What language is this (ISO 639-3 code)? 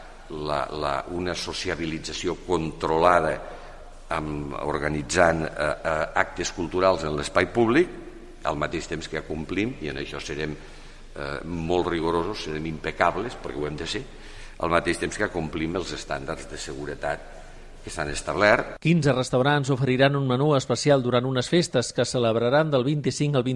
cat